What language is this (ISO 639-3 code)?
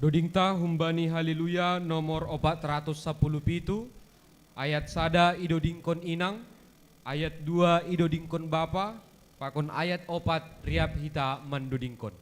bts